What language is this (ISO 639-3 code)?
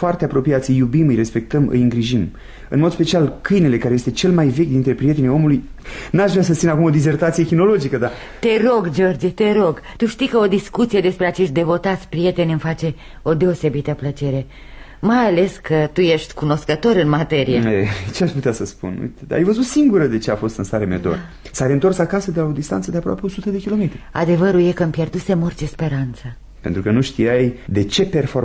ron